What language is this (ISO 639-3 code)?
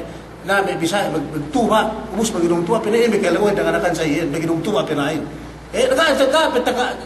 yka